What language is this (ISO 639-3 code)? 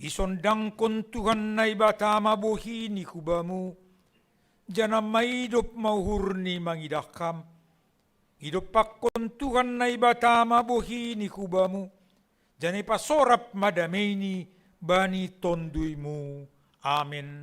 bts